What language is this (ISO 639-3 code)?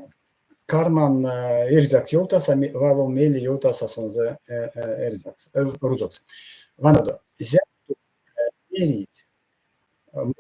myv